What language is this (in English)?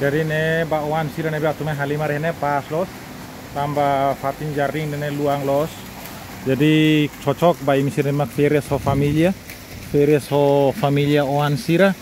Tetum